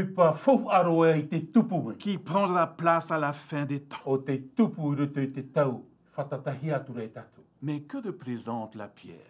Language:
Tahitian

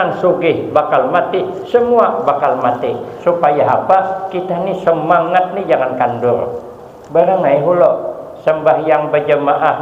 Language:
Banjar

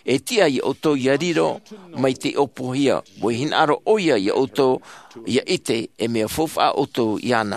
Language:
Tahitian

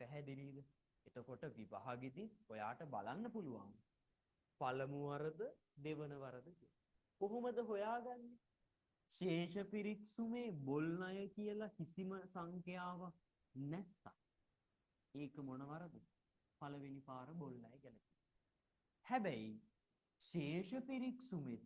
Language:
Sinhala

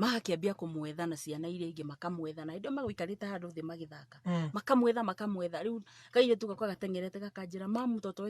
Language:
Kikuyu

